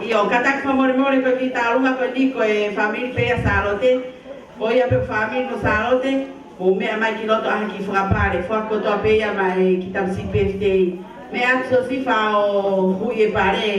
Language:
Tongan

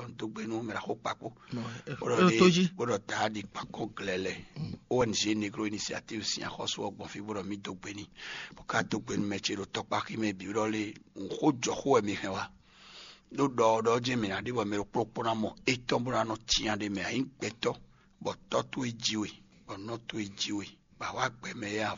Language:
Fon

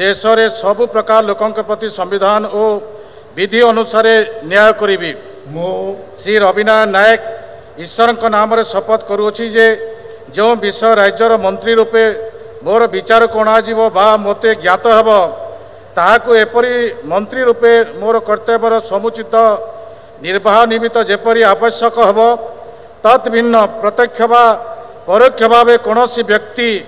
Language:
Odia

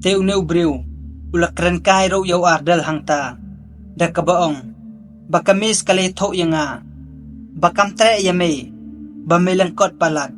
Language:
Khasi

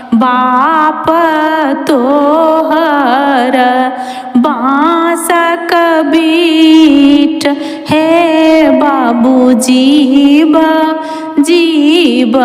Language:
Maithili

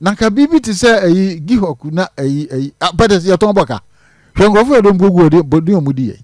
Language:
Akan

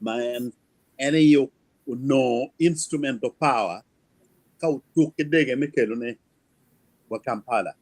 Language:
Acoli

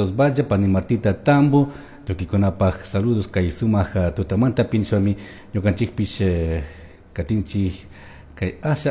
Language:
Chimborazo Highland Quichua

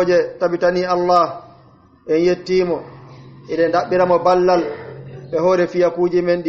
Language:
Pular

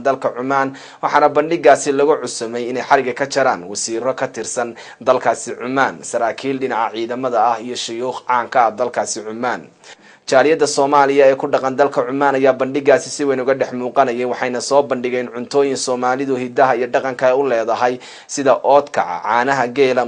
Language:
Somali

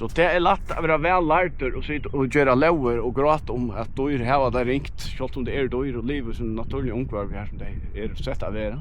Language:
Faroese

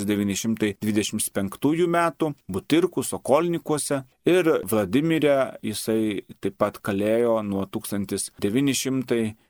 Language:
Lithuanian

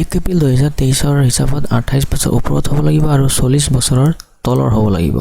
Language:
Assamese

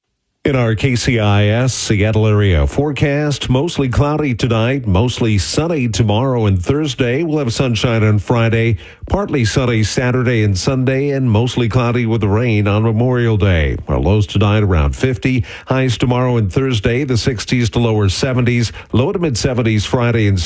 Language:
English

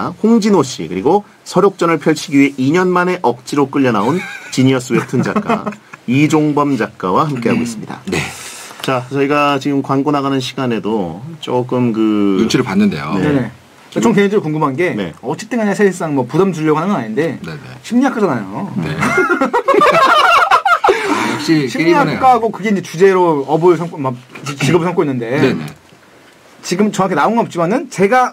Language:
Korean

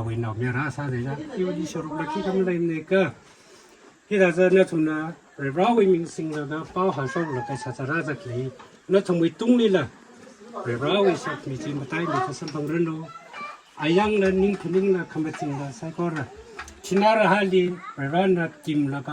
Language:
Tangkhul Naga (India)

